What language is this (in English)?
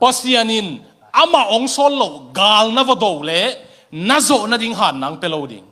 Tedim Chin